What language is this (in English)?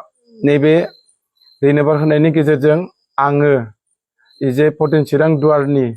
Bodo